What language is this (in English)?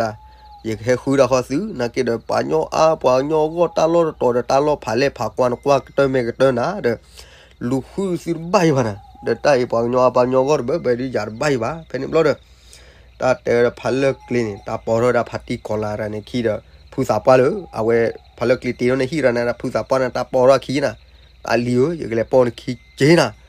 S'gaw Karen